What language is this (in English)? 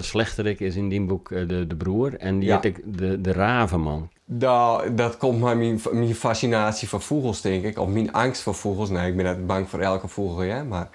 Western Frisian